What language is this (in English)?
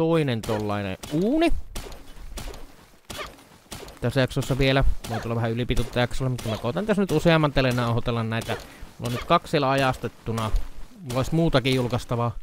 Finnish